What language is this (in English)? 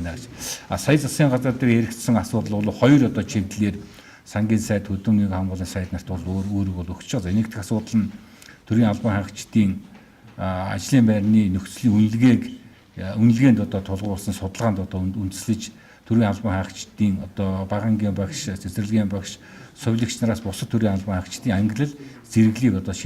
Mongolian